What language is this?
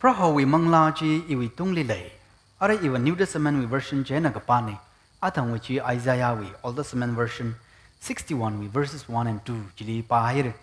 Tangkhul Naga (India)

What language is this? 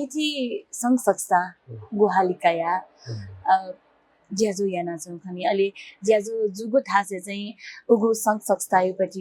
Newari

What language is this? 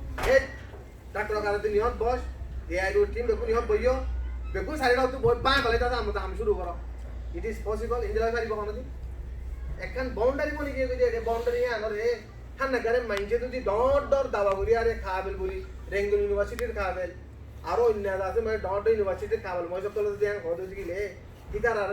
Rohingya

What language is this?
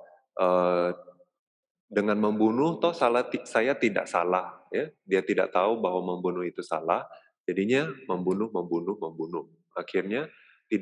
Indonesian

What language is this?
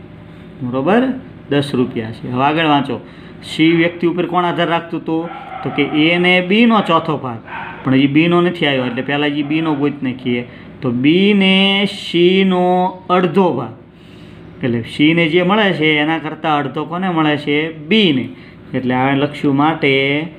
Gujarati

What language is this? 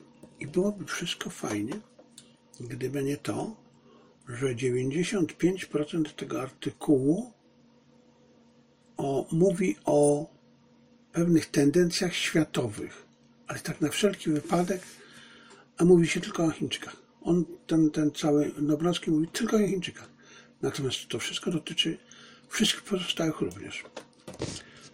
Polish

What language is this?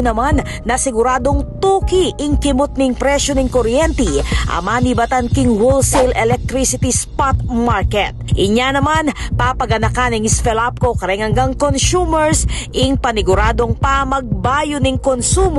Pampanga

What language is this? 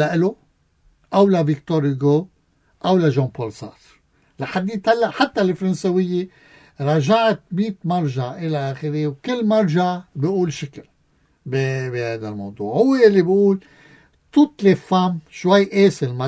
North Levantine Arabic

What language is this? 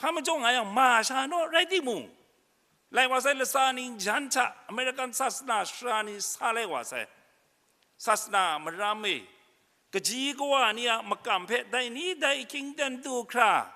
Kachin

